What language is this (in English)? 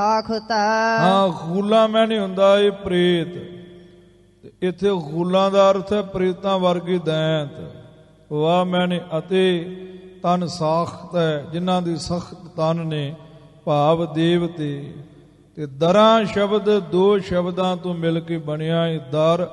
Punjabi